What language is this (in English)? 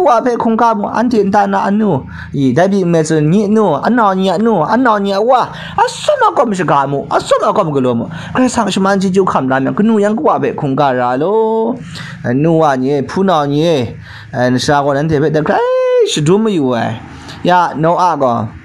Kachin